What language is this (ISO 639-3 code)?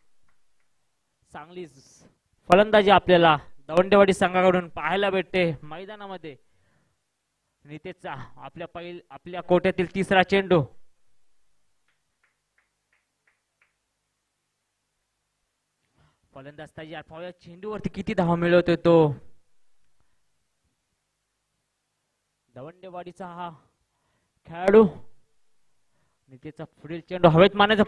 mar